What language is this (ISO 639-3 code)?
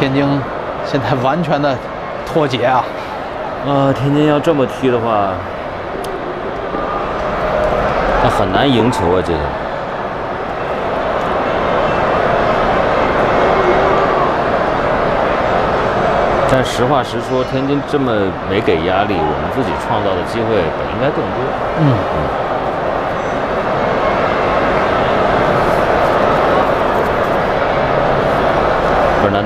zho